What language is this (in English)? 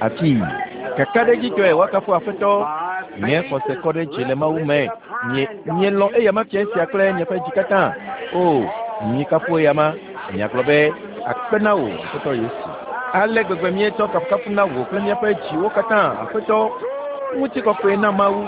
Ewe